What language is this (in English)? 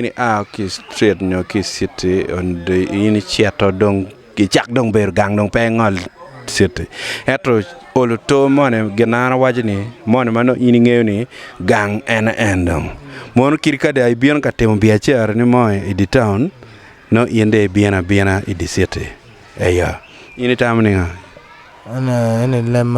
Acoli